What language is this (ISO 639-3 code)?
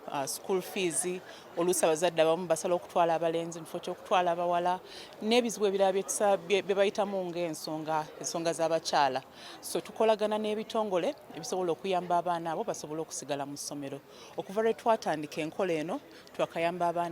lug